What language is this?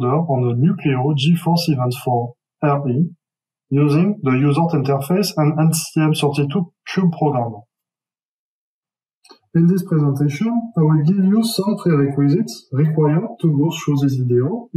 English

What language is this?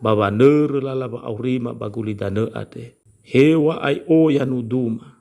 Nias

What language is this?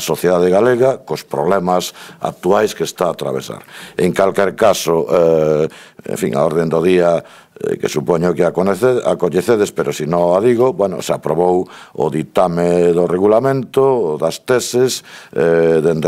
Galician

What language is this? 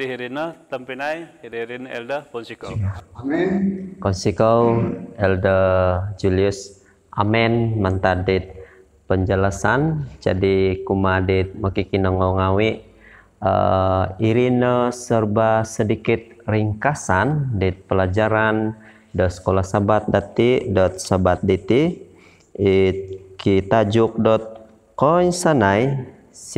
Central Dusun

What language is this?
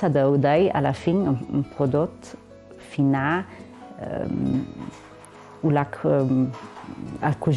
Ladin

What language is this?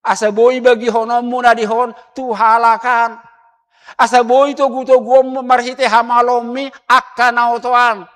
Batak Toba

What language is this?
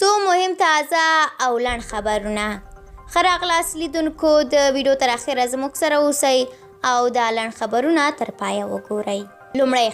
Pashto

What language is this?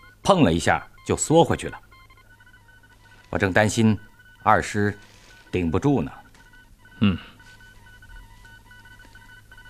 Chinese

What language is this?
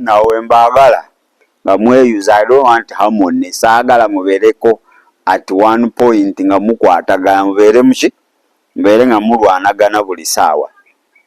Ganda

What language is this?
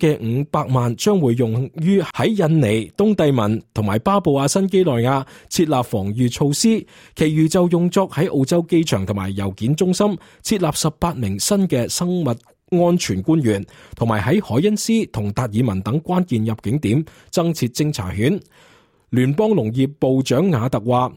Cantonese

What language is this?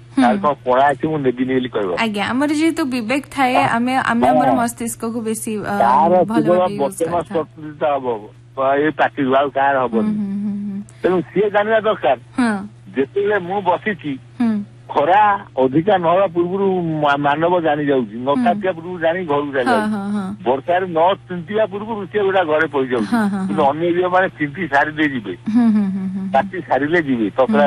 Odia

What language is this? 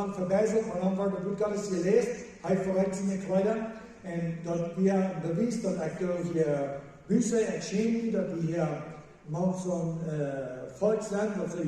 Plautdietsch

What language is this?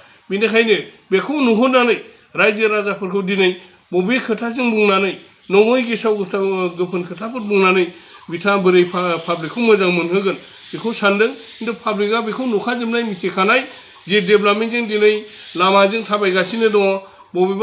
Bodo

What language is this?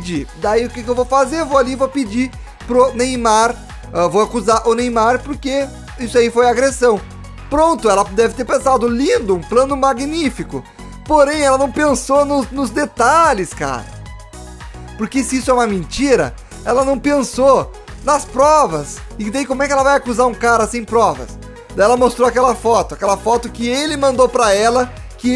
Portuguese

